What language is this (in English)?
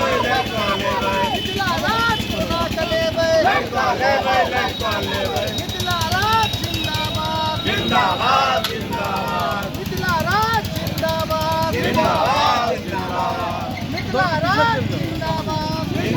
Maithili